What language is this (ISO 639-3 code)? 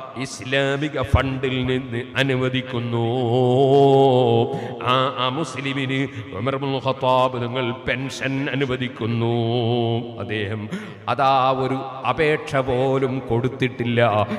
mal